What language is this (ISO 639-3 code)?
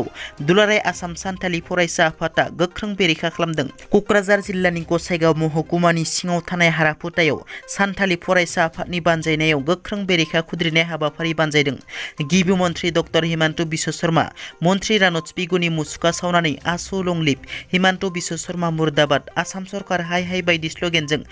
brx